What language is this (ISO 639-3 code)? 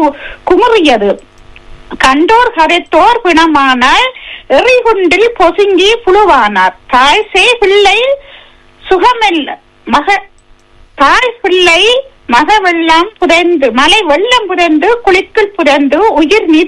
tam